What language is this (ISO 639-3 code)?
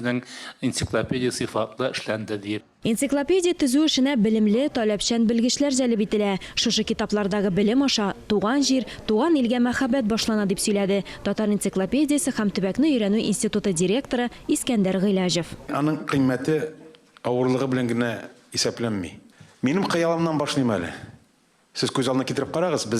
tat